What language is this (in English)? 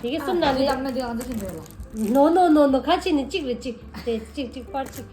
Tibetan